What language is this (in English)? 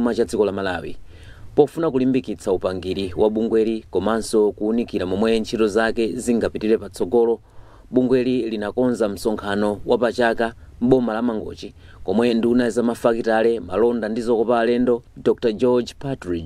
Nyanja